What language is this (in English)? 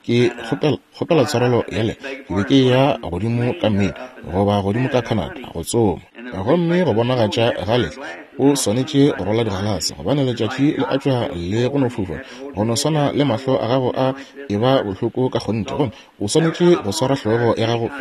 Northern Sotho